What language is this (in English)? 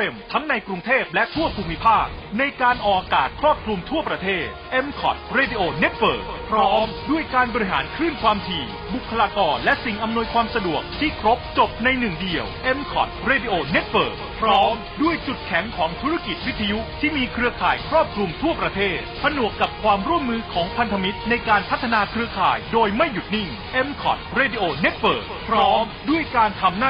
Thai